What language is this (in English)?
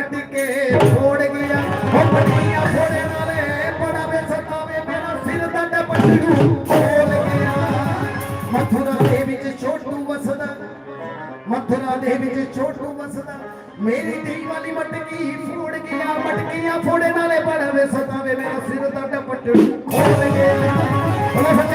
Dogri